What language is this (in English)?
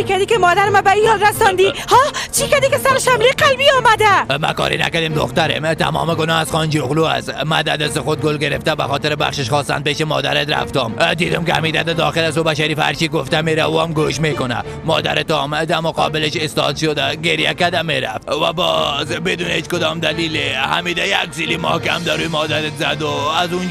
Persian